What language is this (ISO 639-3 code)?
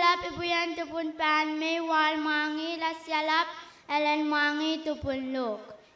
pon